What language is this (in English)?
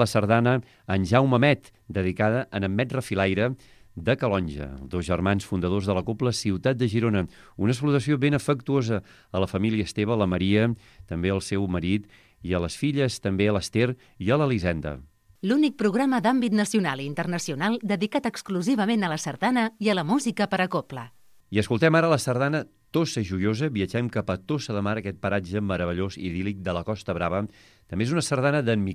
Catalan